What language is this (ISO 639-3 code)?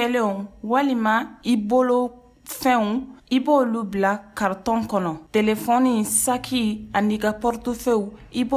bam